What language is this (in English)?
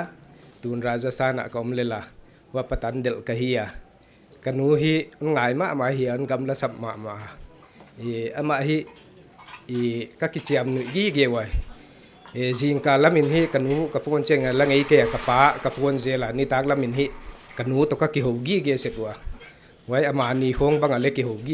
Paite Chin